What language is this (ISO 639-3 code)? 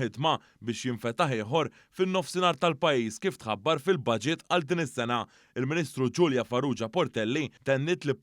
mlt